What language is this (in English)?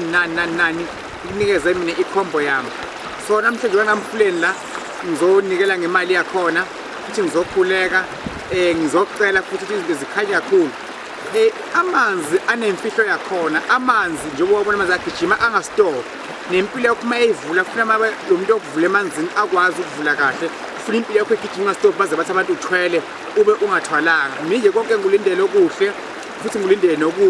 Zulu